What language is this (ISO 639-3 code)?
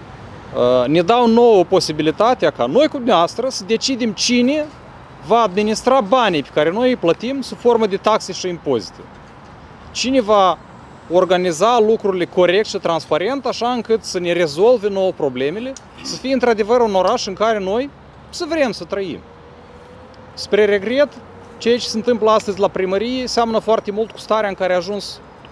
ron